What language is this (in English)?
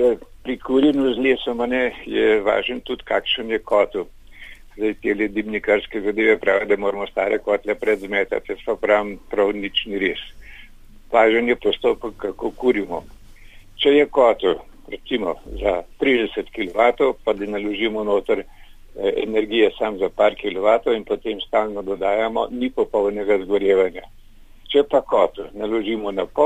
Slovenian